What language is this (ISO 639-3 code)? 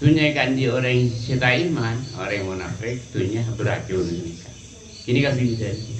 mad